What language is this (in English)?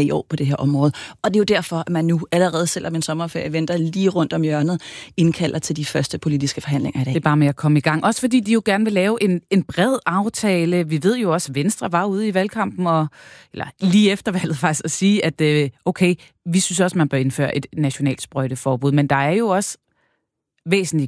Danish